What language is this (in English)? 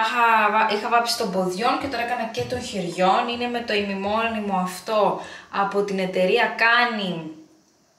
Greek